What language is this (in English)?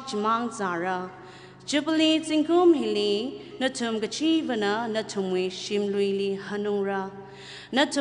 Tangkhul Naga (India)